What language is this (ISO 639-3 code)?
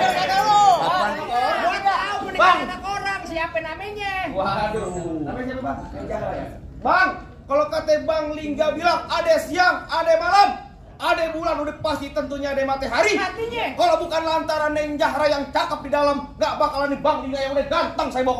bew